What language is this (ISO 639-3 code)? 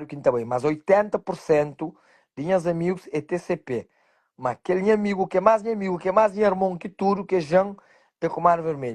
kea